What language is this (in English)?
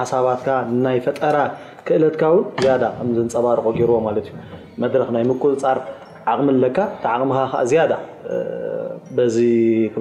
Tigrinya